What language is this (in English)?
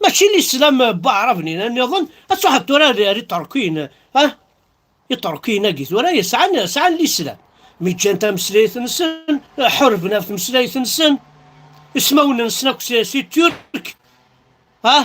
Kabyle